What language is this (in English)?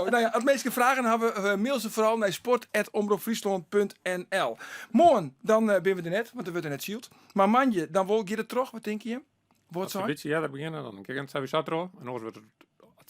Western Frisian